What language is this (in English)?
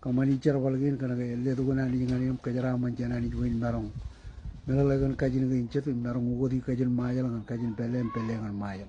Marshallese